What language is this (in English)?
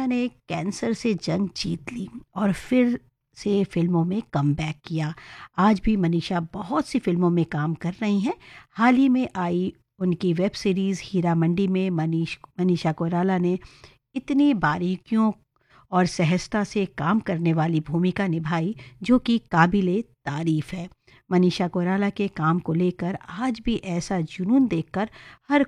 Hindi